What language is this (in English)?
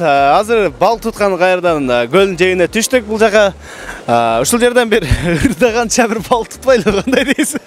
Kyrgyz